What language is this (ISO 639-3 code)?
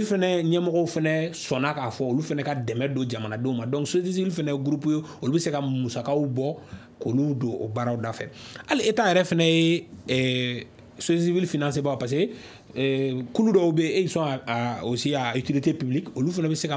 bam